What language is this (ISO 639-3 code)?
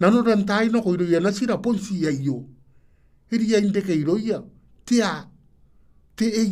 gil